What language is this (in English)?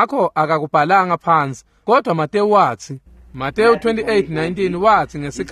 Swati